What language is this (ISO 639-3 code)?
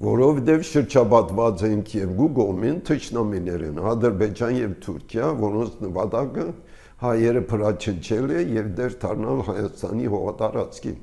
hye